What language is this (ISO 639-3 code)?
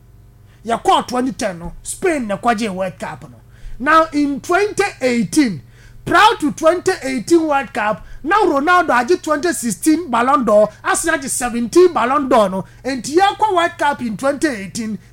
aka